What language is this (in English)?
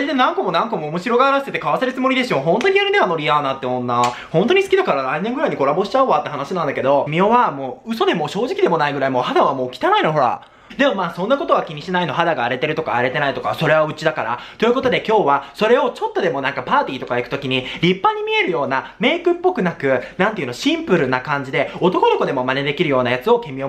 Japanese